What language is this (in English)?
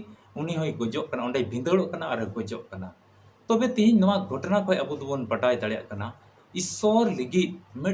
Santali